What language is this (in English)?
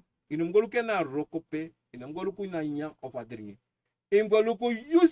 Sranan Tongo